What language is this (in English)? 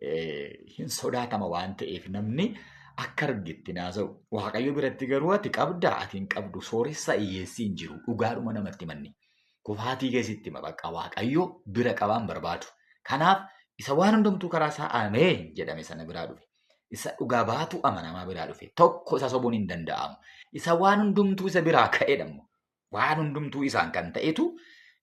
Oromo